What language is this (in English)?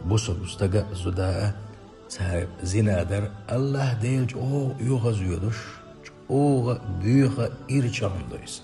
Chechen